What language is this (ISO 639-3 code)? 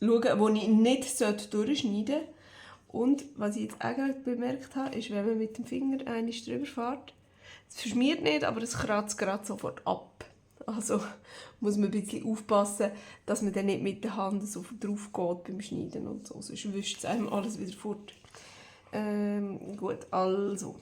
gsw